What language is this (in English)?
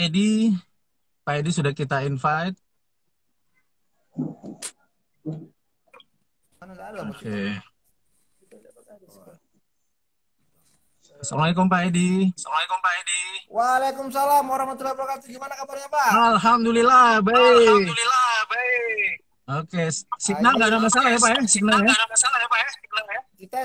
Indonesian